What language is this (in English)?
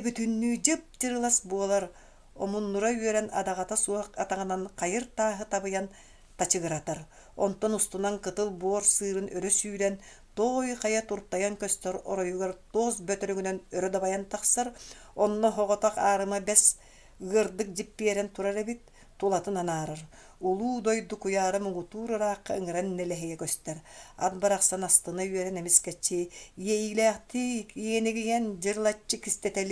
Yakut